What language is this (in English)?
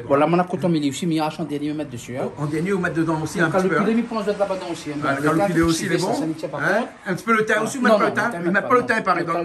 Réunion Creole French